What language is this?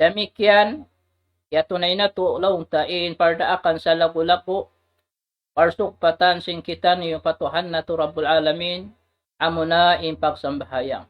Tausug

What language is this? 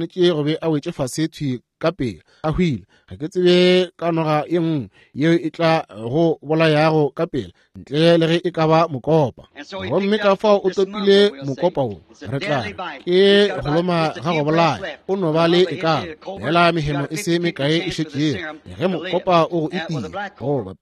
Northern Sotho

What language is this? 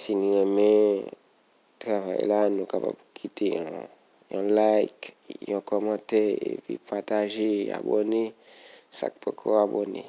Haitian Creole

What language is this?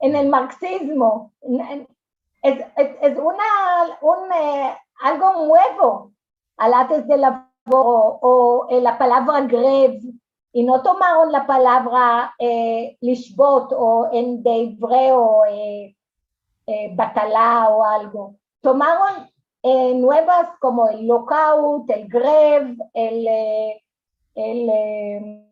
Ladino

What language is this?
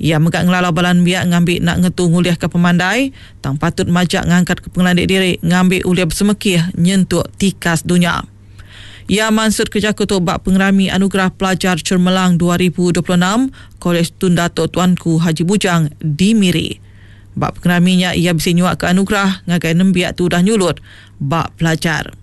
Iban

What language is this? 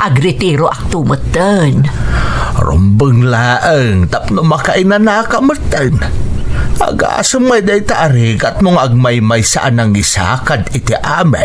Iloko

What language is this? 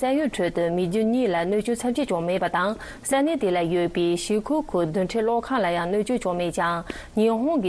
Tibetan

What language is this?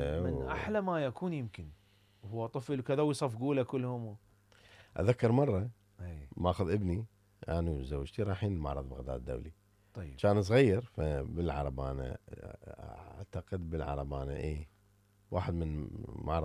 Mesopotamian Arabic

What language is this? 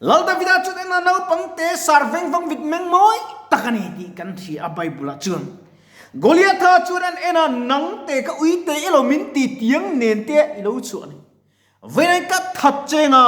Mizo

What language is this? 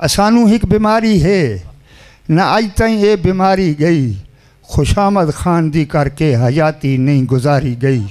Saraiki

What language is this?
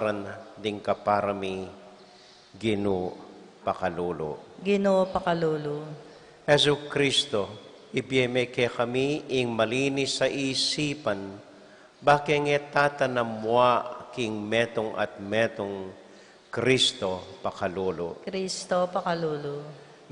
Pampanga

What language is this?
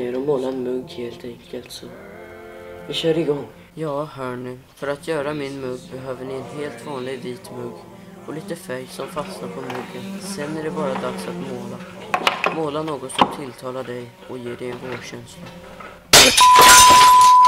Swedish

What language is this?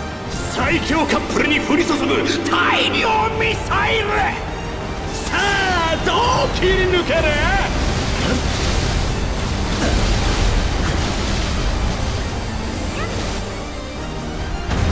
Japanese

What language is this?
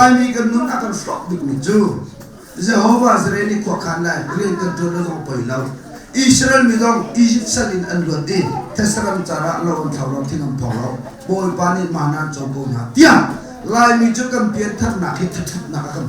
Hakha Chin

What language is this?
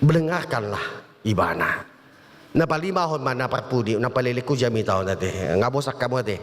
Batak Toba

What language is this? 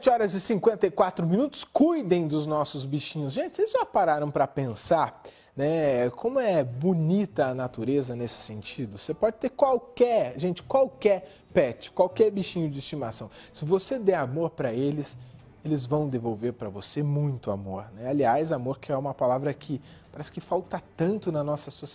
Portuguese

